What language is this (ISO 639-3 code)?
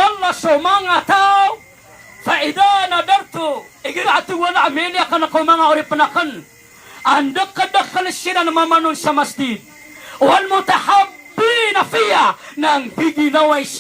mrw